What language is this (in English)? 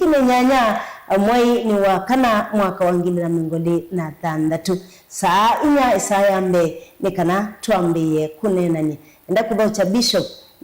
Kamba